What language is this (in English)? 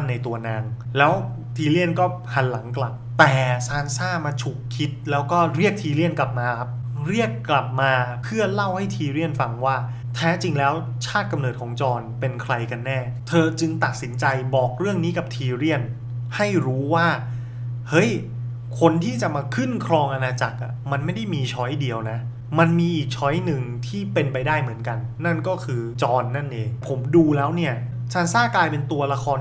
Thai